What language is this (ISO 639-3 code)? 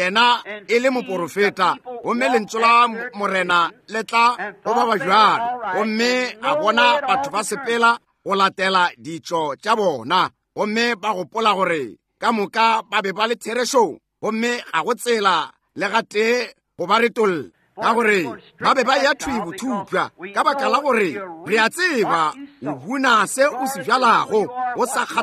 nso